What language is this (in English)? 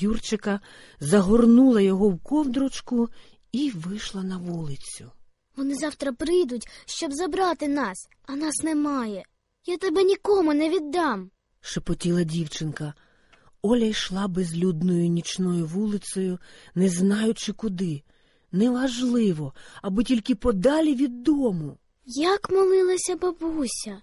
Ukrainian